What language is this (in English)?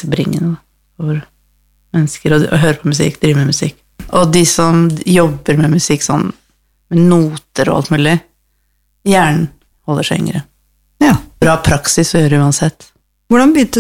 Norwegian